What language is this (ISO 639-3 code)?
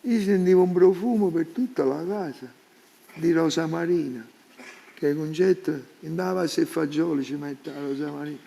nap